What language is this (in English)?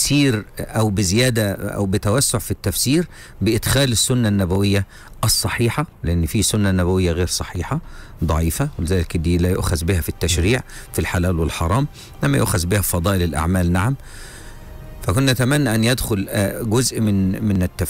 Egyptian Arabic